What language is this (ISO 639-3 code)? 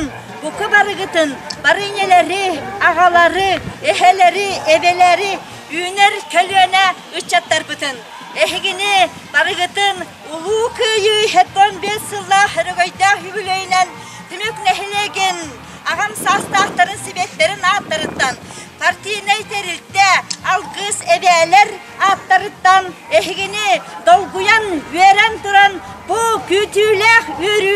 sah